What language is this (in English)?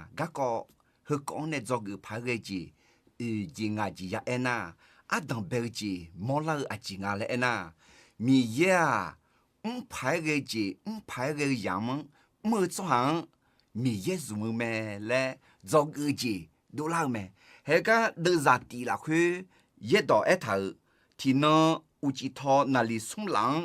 Akha